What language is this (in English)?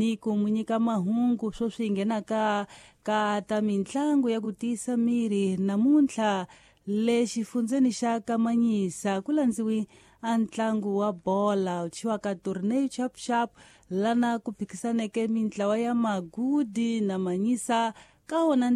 Tsonga